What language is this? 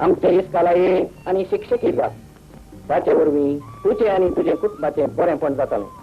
Konkani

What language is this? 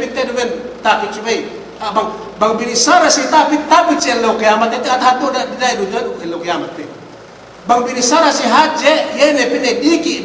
Yakan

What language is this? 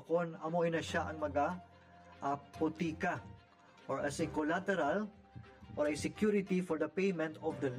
Hiligaynon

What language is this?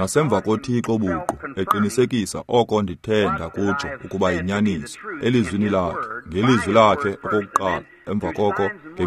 Xhosa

